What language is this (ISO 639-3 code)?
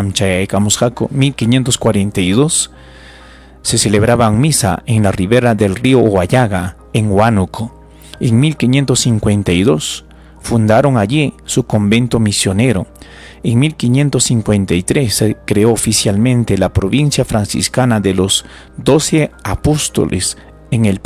quy